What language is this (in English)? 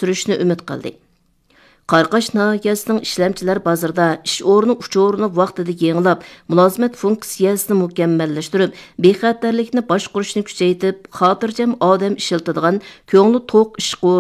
Uyghur